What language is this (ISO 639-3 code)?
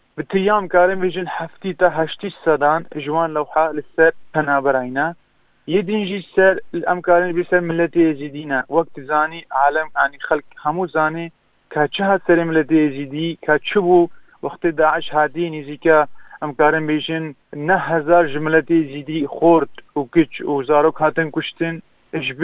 kur